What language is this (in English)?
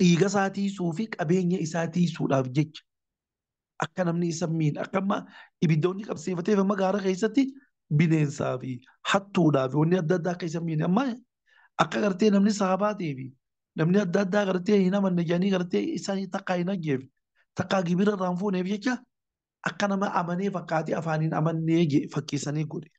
Oromo